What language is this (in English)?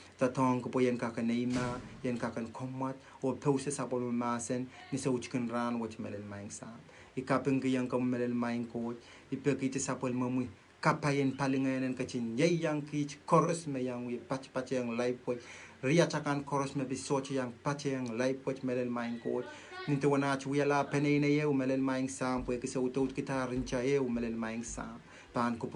Pohnpeian